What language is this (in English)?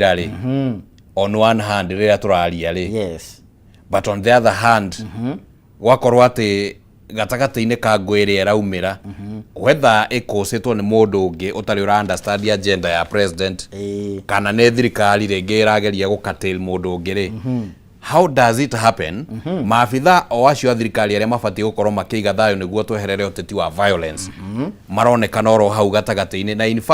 Kikuyu